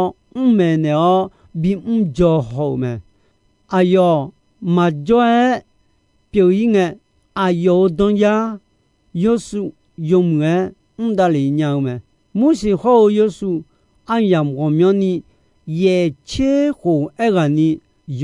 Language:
Akha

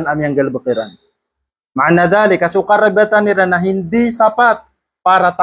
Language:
Maranao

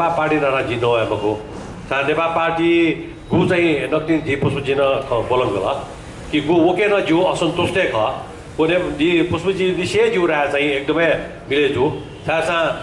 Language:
Newari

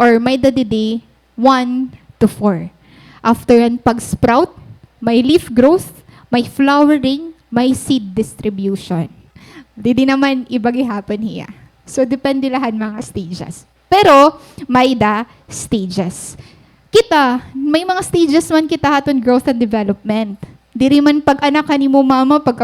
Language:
Waray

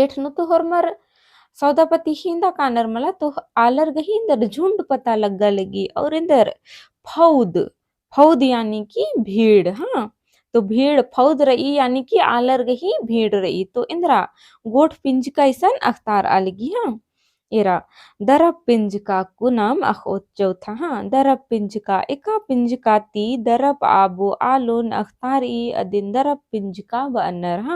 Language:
Kurukh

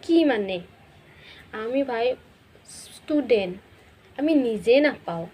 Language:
Assamese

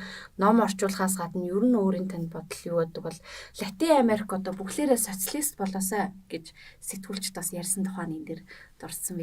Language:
Mongolian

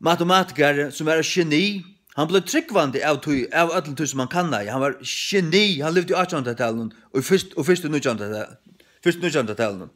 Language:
Faroese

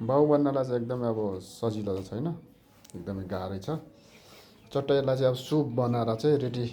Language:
Nepali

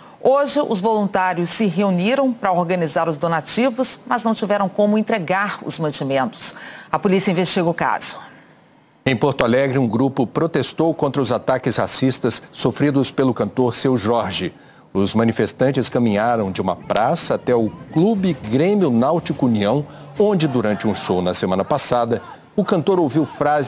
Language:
Portuguese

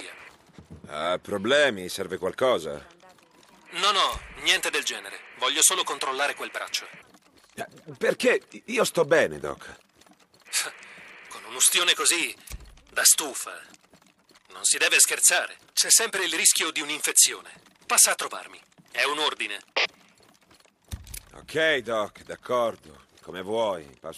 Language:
Italian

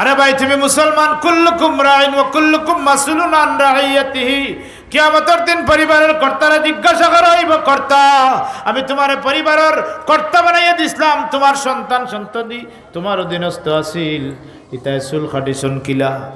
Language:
Sylheti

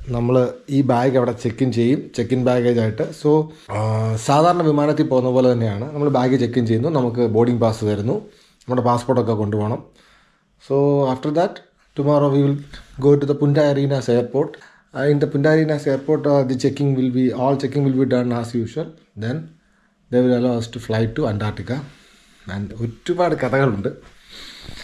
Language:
Malayalam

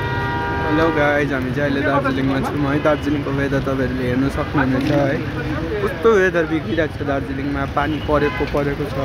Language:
Nepali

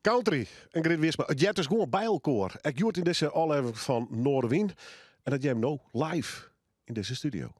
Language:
Western Frisian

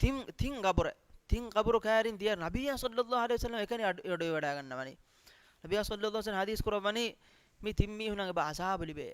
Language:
Divehi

